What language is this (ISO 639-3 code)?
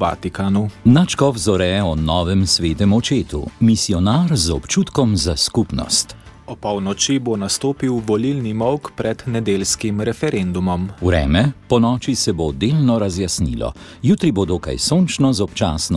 slv